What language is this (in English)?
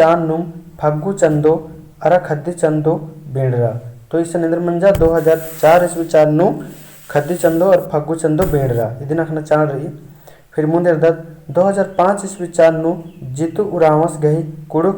Kurukh